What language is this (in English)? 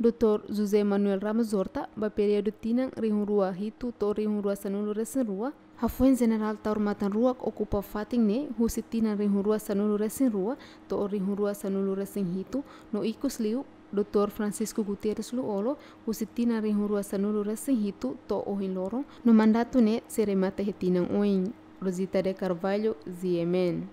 Tetum